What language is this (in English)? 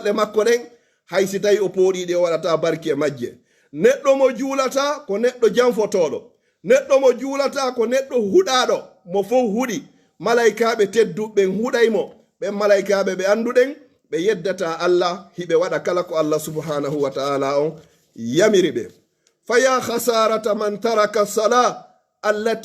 Pular